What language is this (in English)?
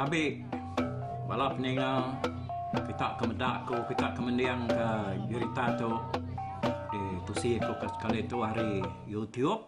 Iban